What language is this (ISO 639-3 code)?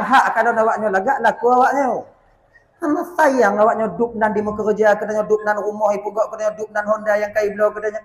ace